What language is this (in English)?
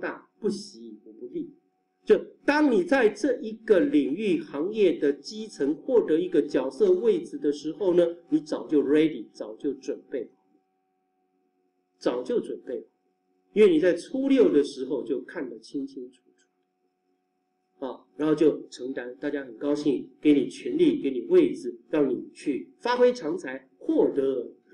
Chinese